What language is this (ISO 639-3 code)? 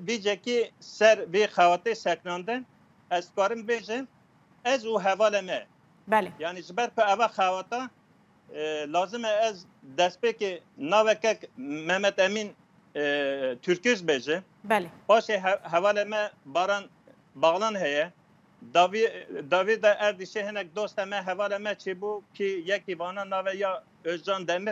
kur